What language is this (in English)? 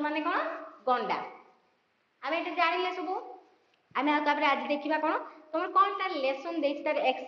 Odia